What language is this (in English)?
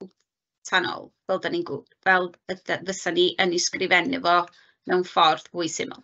Welsh